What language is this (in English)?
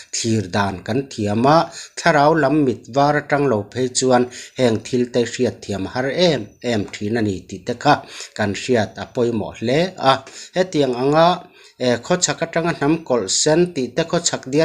Mizo